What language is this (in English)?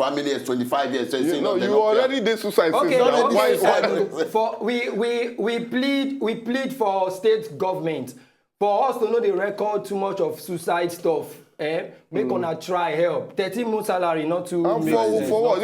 Nigerian Pidgin